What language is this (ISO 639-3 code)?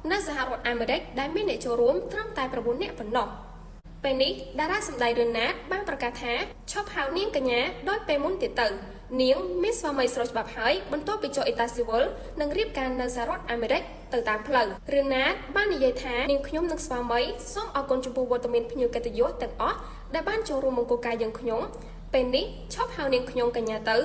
khm